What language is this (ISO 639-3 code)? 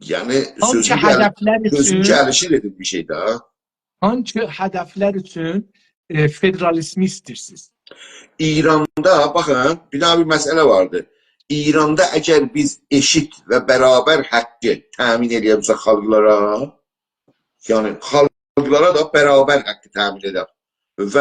azb